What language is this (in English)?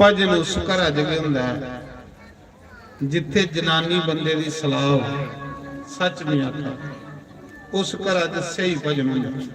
Dogri